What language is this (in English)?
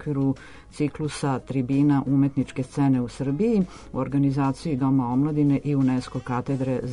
Serbian